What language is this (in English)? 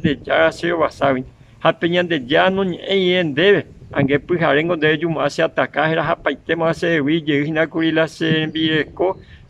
Guarani